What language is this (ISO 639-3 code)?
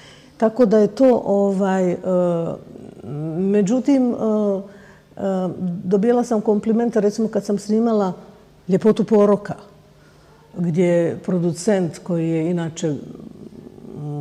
bos